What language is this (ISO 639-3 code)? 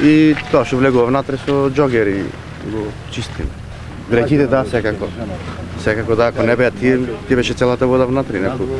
mkd